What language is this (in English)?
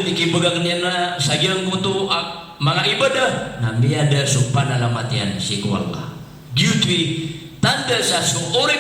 Maranao